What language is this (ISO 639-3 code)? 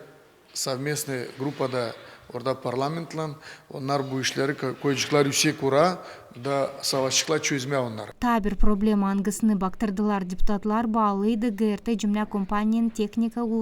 gag